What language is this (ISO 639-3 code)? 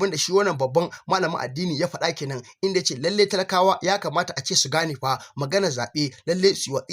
hau